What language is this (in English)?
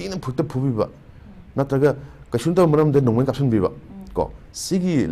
Manipuri